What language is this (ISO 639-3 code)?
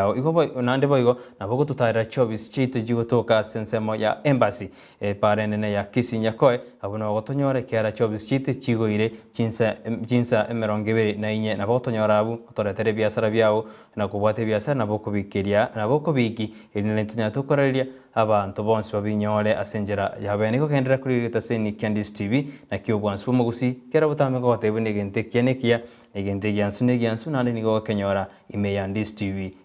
guz